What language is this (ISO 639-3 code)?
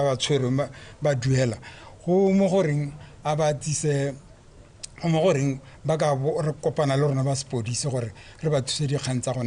tsn